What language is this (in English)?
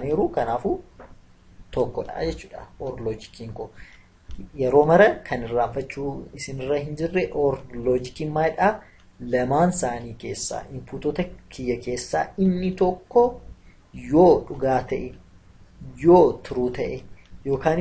Oromo